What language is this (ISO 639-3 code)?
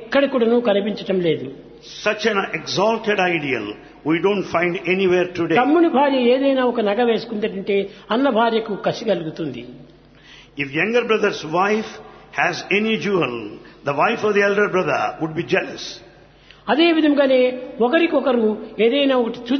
tel